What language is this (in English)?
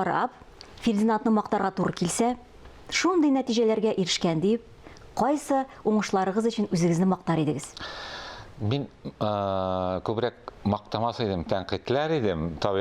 Tatar